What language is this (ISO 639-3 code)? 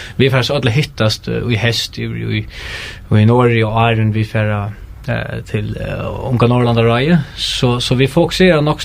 fao